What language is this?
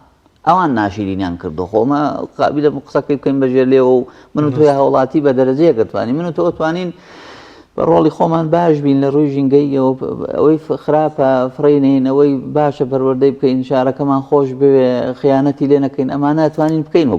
Central Kurdish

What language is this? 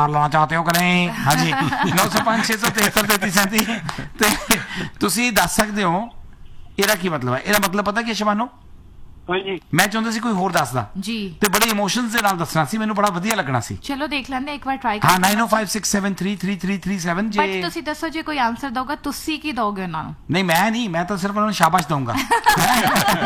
Punjabi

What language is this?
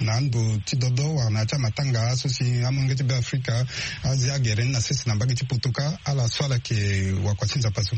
Sango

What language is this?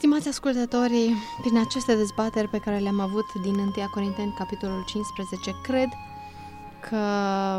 Romanian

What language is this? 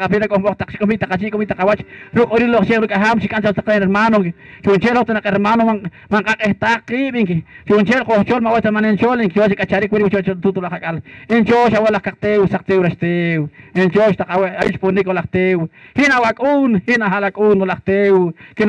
Poqomchi'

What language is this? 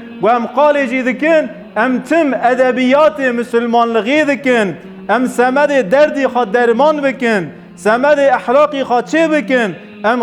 Kurdish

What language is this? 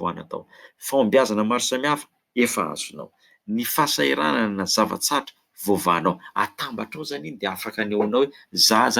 Malagasy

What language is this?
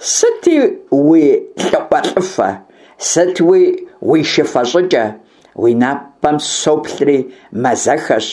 Kabardian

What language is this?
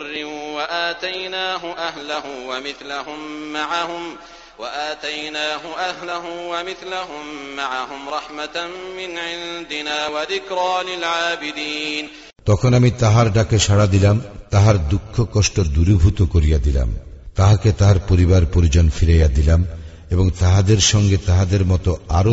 Bangla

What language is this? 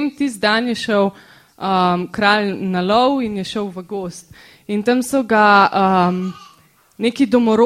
Slovenian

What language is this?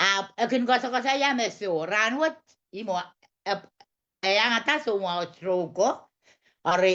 Pohnpeian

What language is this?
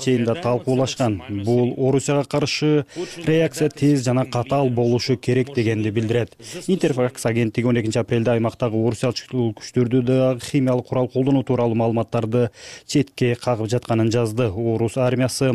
Kyrgyz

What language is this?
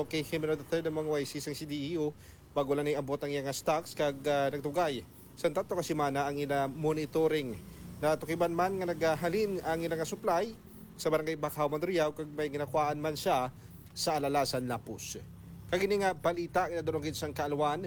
Hiligaynon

